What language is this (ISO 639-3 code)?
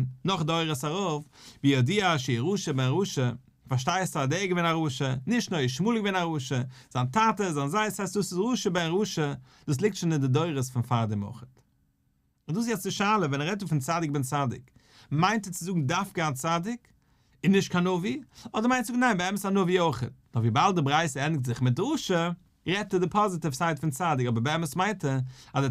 yid